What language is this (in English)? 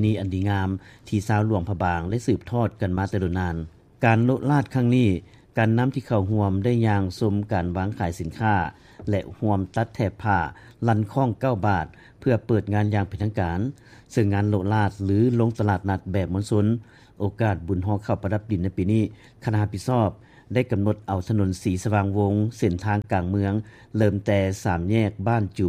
Lao